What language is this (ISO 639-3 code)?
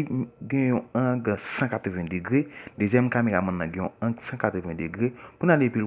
hat